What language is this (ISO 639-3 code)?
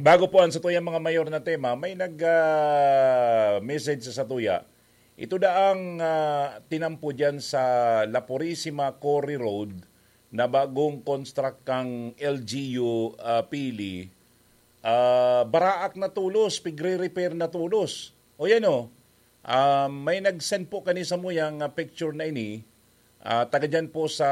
bik